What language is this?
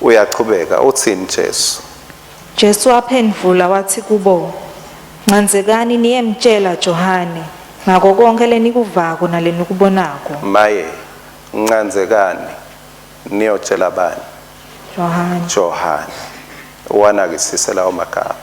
Swati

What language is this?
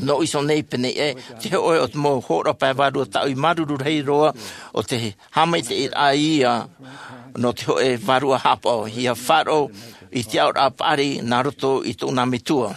Tahitian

